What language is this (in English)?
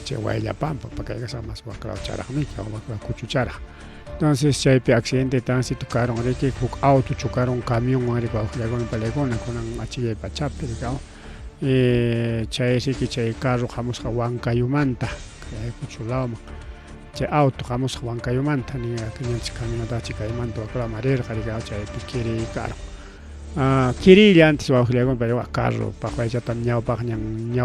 Ayacucho Quechua